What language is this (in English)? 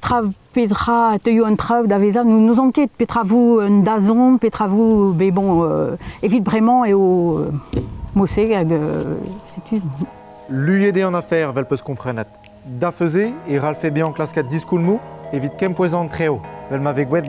Breton